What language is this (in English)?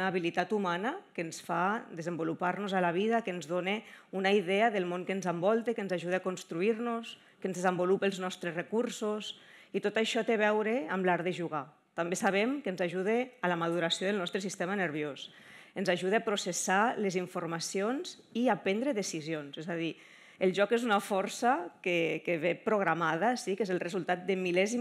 Catalan